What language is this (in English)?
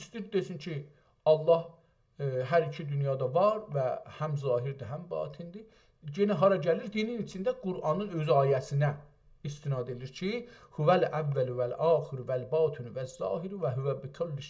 South Azerbaijani